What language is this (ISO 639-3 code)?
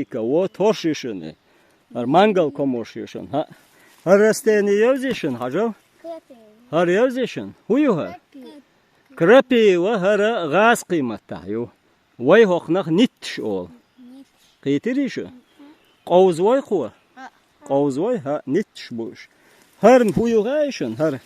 che